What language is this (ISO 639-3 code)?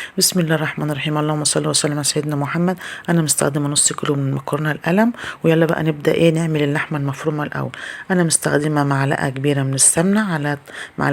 arz